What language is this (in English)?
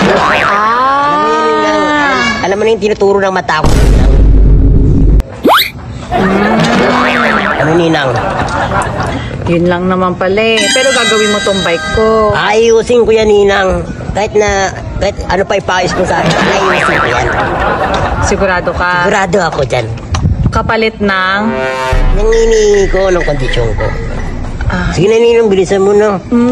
Filipino